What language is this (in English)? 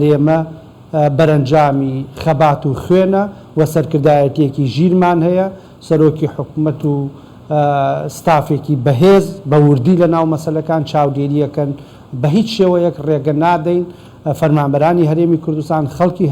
Central Kurdish